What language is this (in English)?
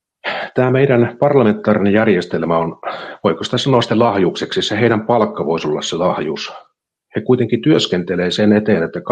Finnish